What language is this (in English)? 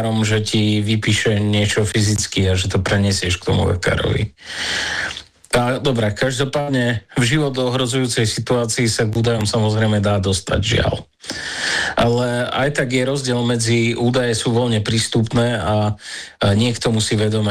Slovak